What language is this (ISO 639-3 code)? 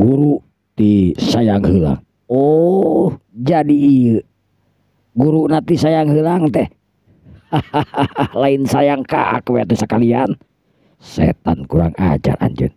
sun